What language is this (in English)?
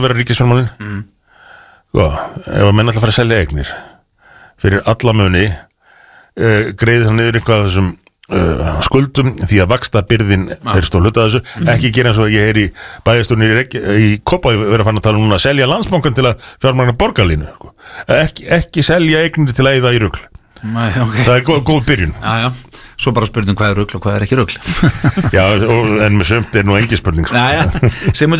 Icelandic